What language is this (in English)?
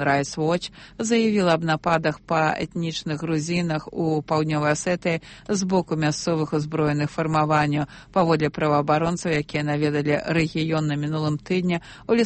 Belarusian